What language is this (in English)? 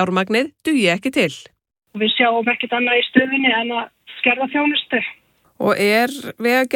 Icelandic